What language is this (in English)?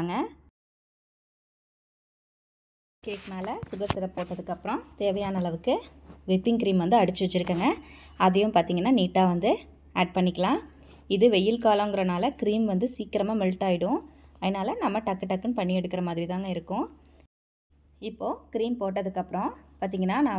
Tamil